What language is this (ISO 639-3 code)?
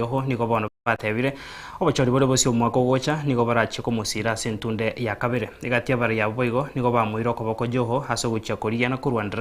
guz